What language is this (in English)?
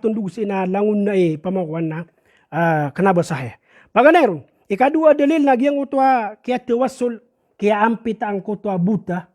Maranao